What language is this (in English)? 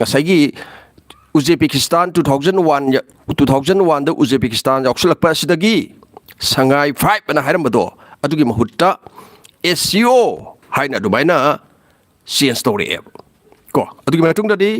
Manipuri